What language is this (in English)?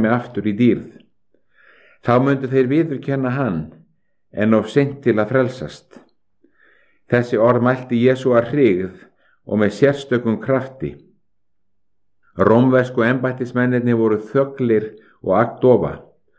Icelandic